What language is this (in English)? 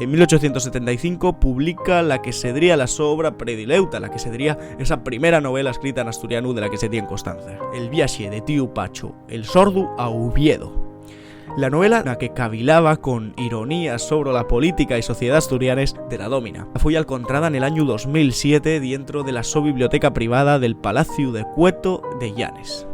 Asturian